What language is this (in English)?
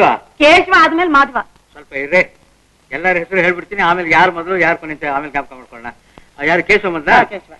Kannada